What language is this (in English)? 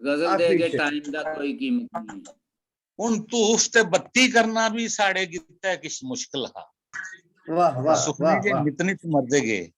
Dogri